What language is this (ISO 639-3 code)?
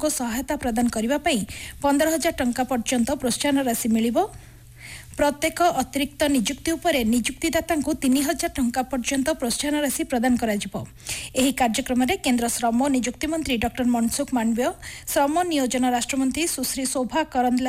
ori